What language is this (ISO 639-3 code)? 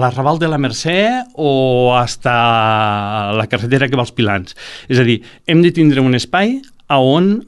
cat